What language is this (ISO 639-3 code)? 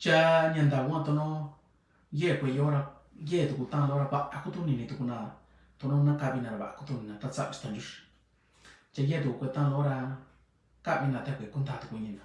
mix